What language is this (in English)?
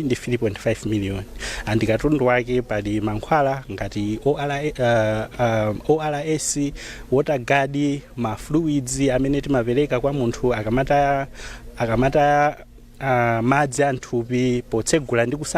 Nyanja